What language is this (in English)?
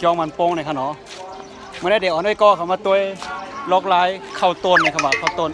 Shan